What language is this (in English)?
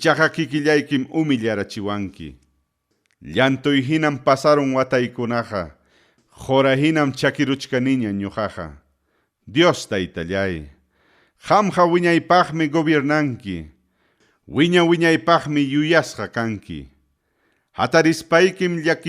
Ayacucho Quechua